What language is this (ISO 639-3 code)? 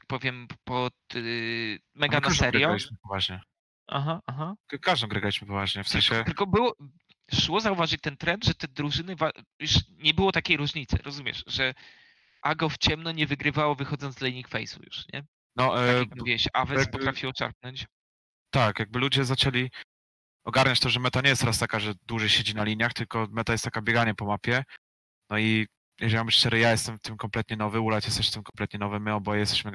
pol